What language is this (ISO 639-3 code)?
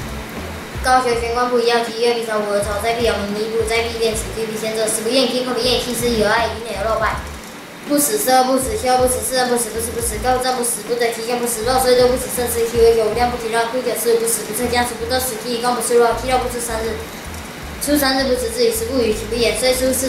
lzh